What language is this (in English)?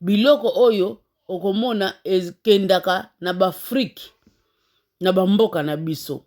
Lingala